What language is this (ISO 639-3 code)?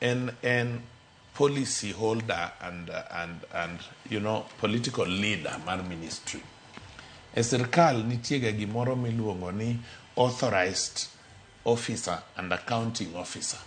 luo